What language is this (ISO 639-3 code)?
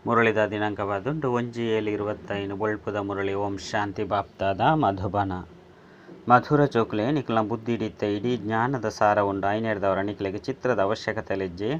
tcy